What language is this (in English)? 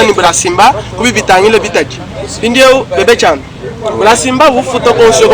Luba-Lulua